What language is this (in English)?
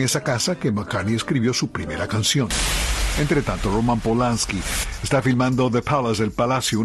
Spanish